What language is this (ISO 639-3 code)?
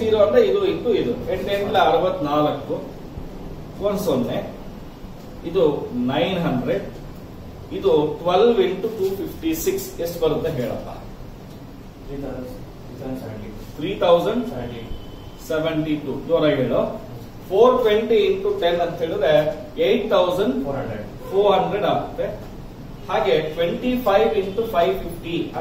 kan